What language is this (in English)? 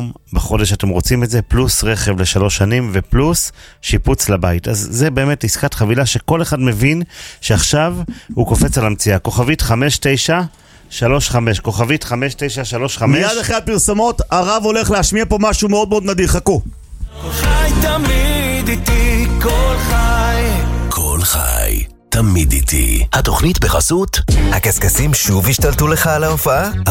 Hebrew